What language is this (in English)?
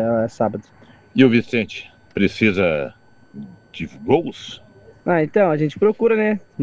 Portuguese